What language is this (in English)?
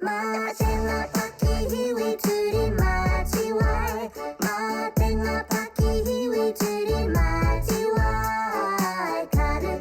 Māori